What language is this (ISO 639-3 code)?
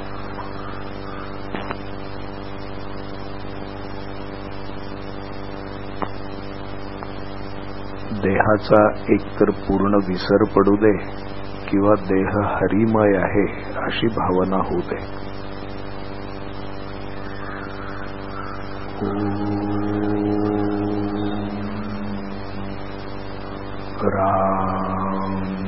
mar